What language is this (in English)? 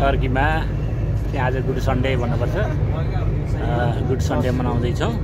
Nepali